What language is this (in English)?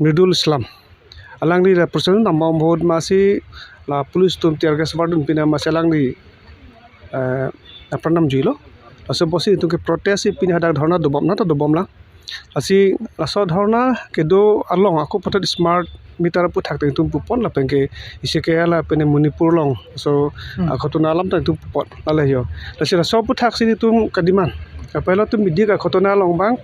Karbi